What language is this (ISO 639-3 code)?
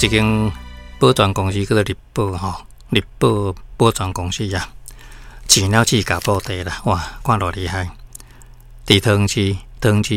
nan